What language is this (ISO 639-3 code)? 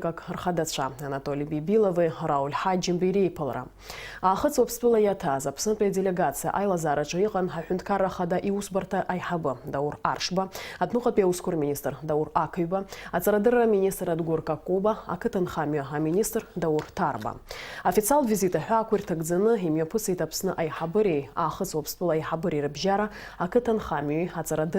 abk